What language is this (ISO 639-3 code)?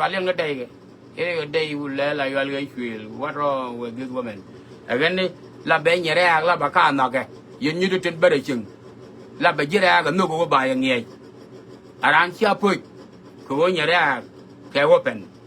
nus